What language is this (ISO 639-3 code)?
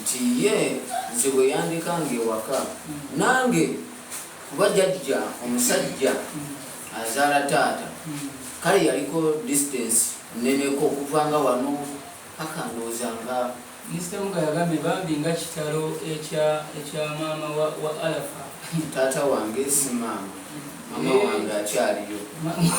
lug